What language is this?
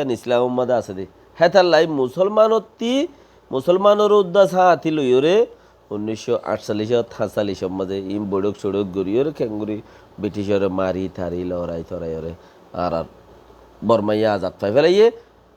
Rohingya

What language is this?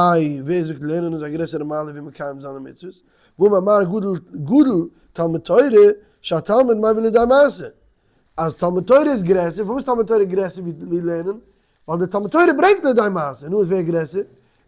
Yiddish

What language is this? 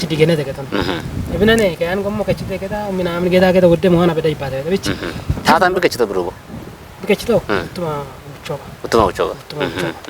Kafa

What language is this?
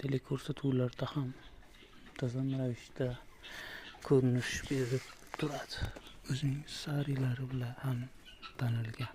Uzbek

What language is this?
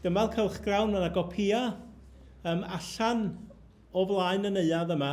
Welsh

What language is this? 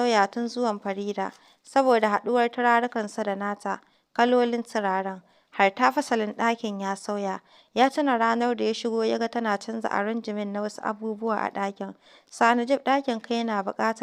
Hausa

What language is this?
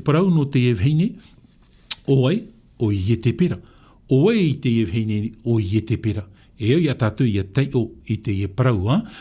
Tahitian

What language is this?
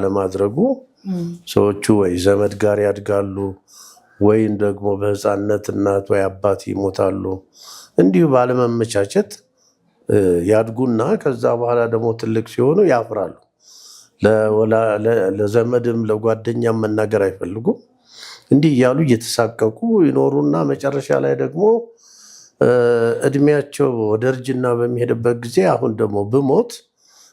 Amharic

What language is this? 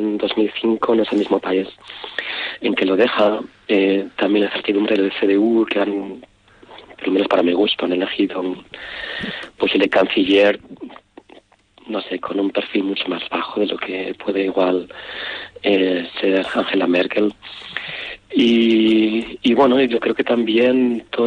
Spanish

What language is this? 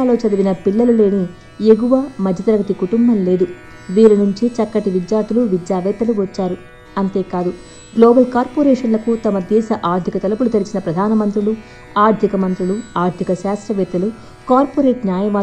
Telugu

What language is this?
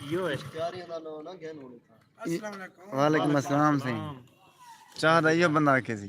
Saraiki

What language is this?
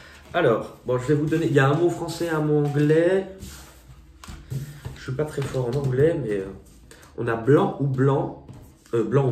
French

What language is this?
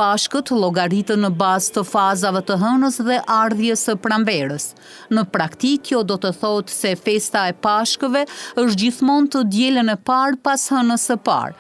Albanian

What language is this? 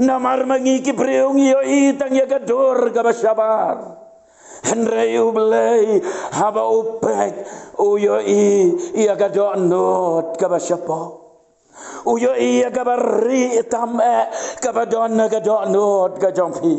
Khasi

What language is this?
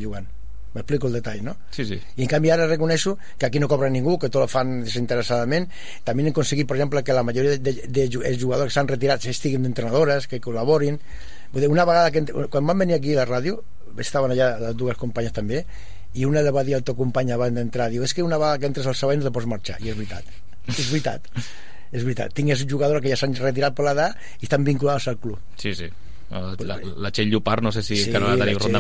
Catalan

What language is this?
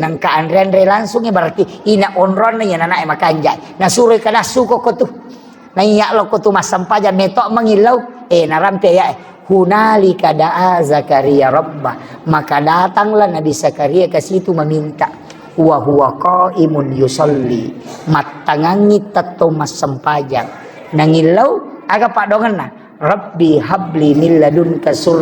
Buginese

